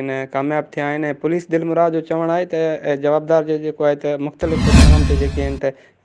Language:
Sindhi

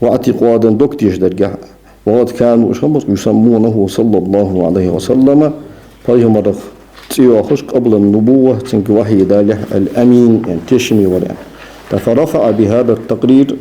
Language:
Ingush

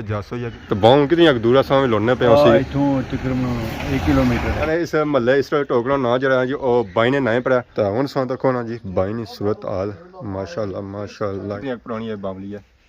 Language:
Pahari-Potwari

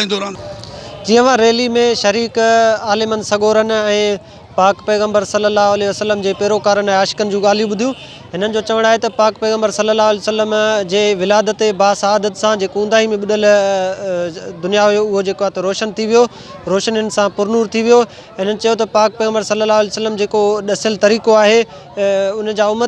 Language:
Sindhi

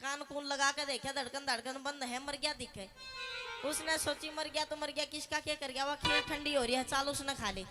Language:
Haryanvi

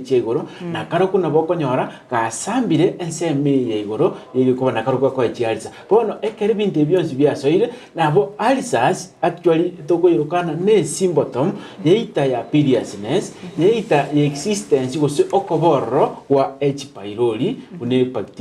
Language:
Gusii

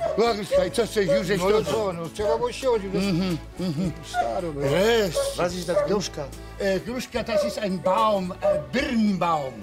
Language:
Silesian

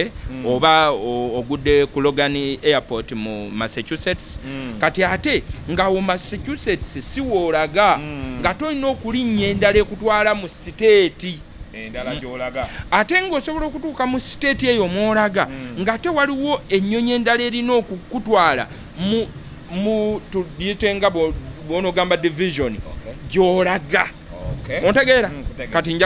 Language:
Ganda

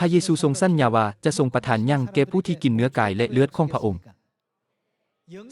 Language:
Lao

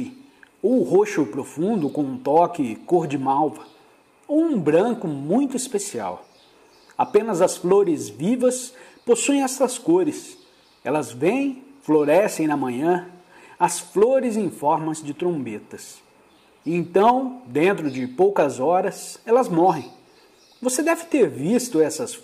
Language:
Portuguese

